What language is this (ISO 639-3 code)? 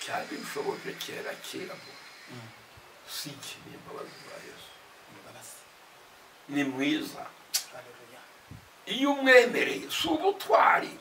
kin